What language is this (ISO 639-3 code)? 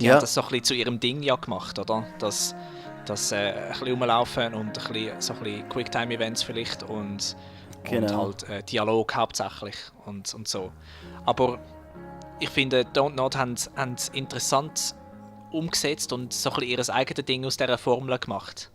gsw